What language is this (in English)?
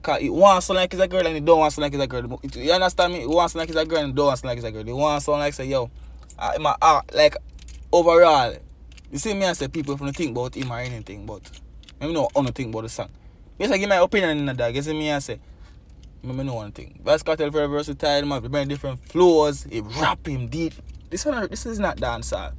Jamaican Creole English